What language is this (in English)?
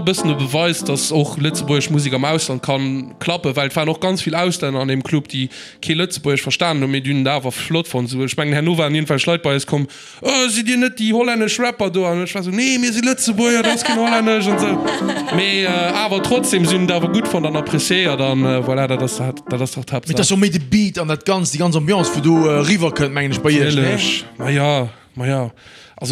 Luxembourgish